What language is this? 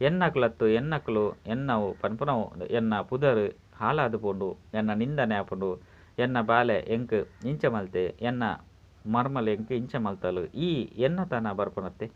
Tulu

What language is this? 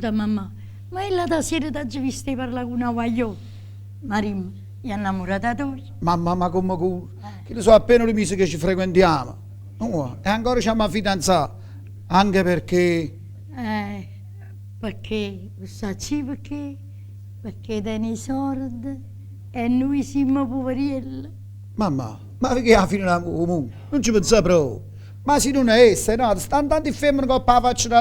Neapolitan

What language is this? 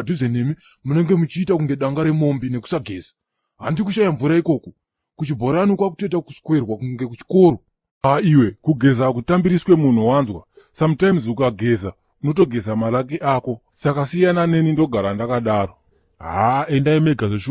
Shona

